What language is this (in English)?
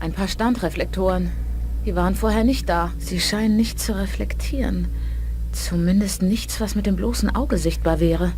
Bavarian